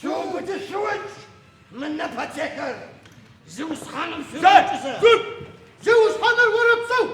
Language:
Adyghe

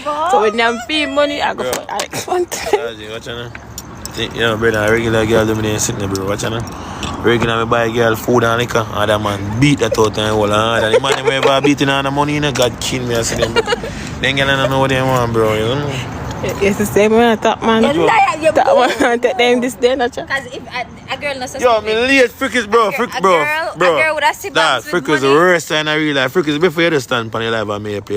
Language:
Jamaican Creole English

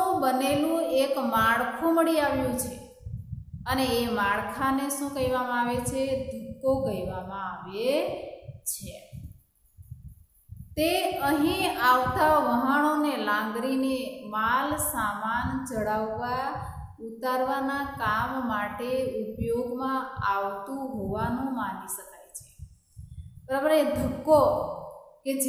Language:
Gujarati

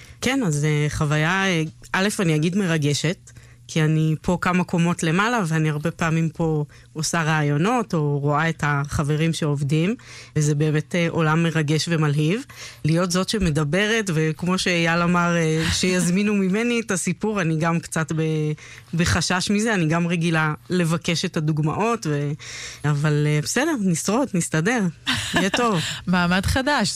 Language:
Hebrew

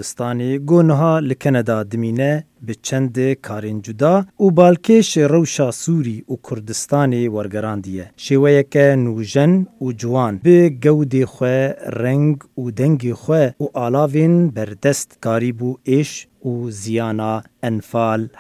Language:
Kurdish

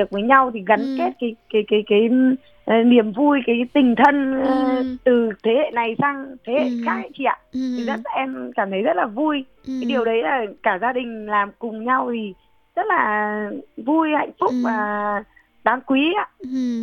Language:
Vietnamese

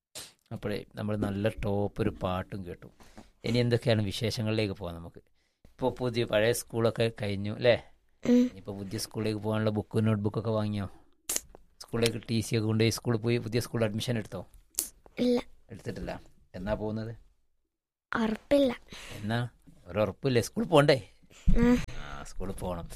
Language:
Malayalam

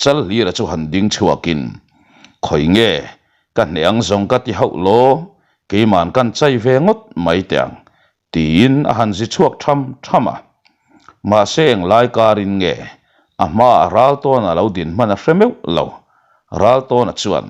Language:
Mizo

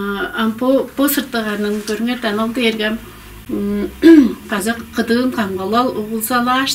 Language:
Tuvinian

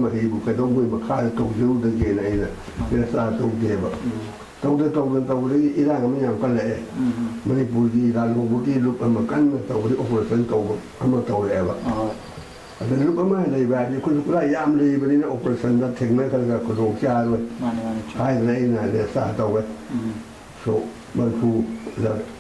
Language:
Manipuri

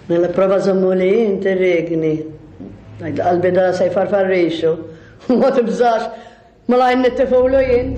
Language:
Maltese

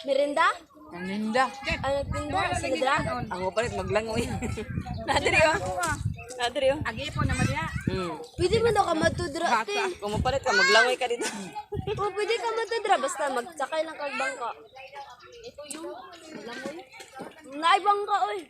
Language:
Cebuano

